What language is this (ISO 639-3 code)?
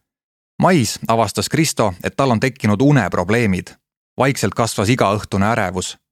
est